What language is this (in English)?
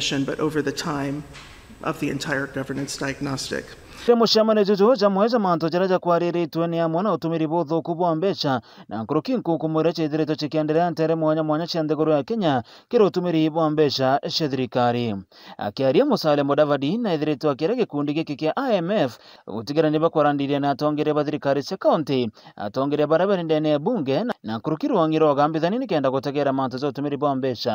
Meru